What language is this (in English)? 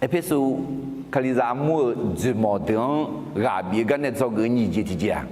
Akha